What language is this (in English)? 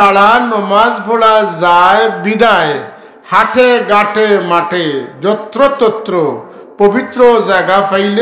Sylheti